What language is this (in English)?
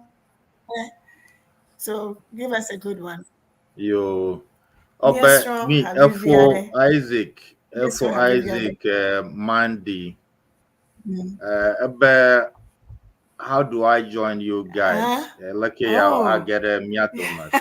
Ewe